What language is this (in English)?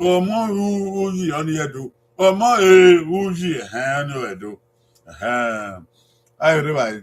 Bini